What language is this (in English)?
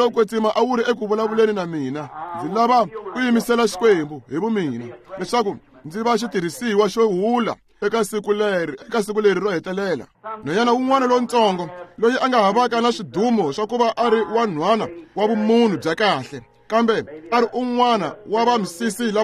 Tsonga